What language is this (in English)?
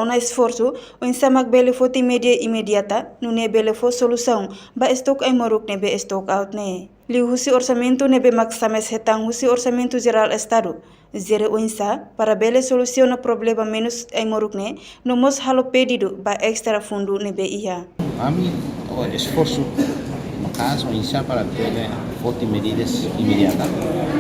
Tetum